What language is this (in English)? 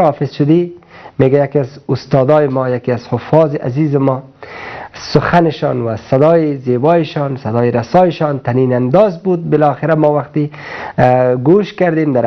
Persian